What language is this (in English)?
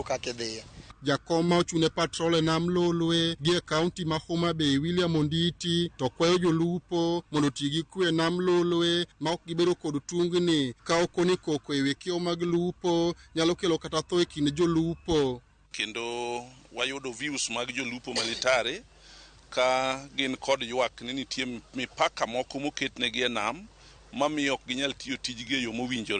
Luo (Kenya and Tanzania)